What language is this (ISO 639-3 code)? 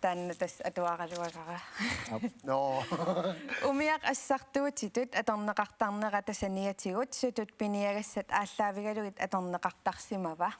kal